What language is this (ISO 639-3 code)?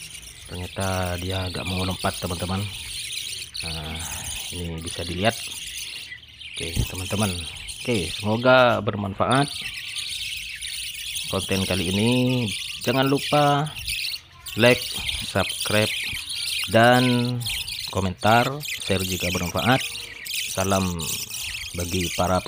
ind